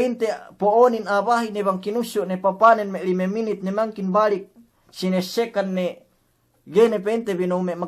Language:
Yakan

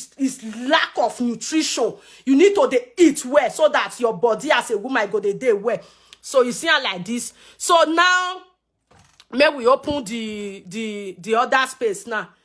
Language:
Nigerian Pidgin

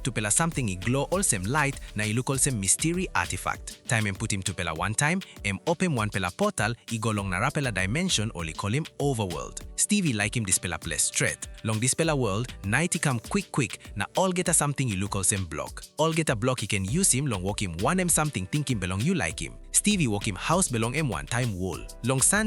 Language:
Tok Pisin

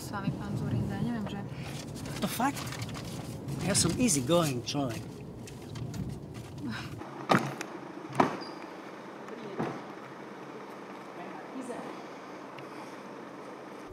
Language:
Slovak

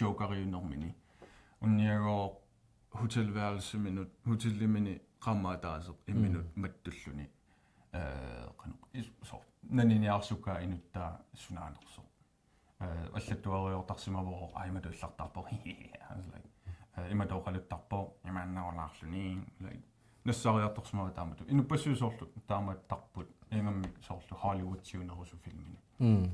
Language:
Kalaallisut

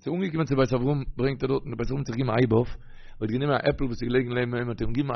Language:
Yiddish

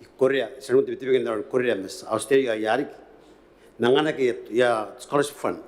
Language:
Gilbertese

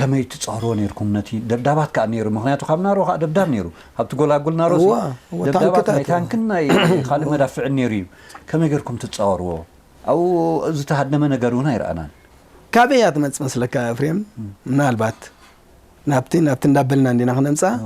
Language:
Tigrinya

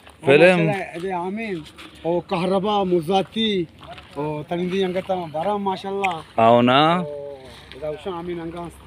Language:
Baluchi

